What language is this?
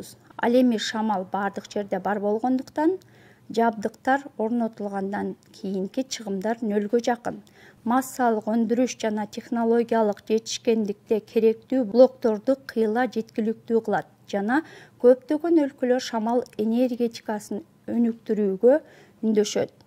Kyrgyz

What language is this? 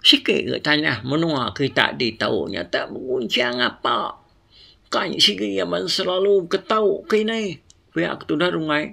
Iban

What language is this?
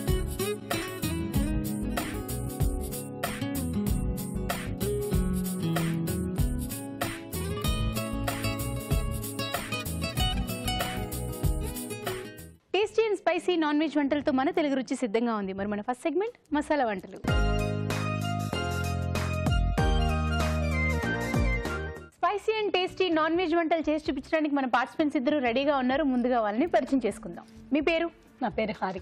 Telugu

